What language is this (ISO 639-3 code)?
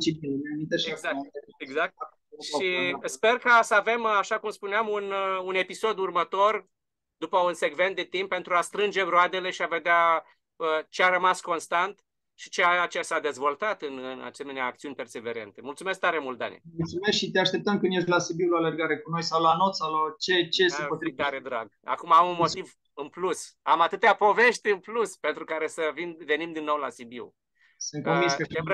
ron